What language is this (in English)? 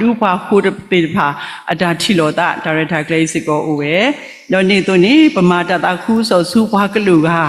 S'gaw Karen